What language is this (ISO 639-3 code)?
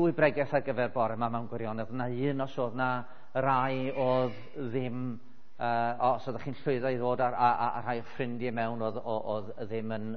cym